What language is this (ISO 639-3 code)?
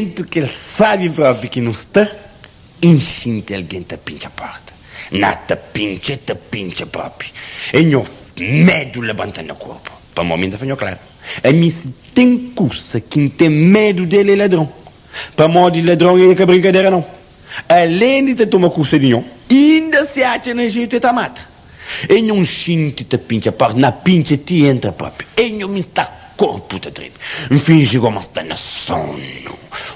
kea